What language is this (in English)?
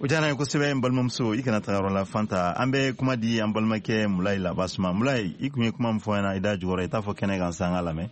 Bambara